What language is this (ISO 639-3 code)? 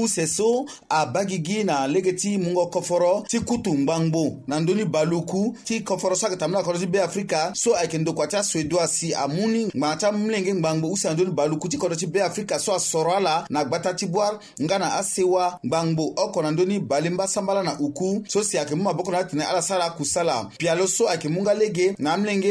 sag